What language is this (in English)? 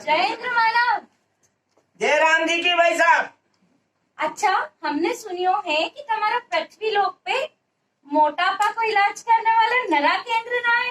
Rajasthani